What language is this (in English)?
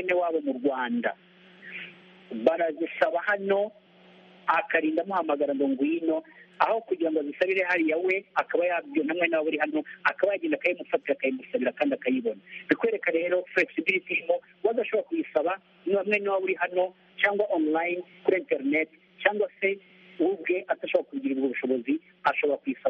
Kinyarwanda